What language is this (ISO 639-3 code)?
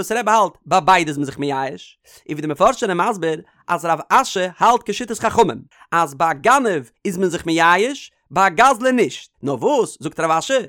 yid